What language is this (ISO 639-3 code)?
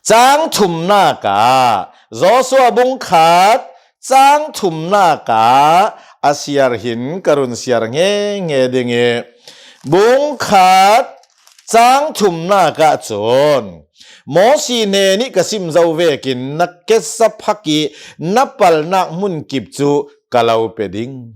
cnh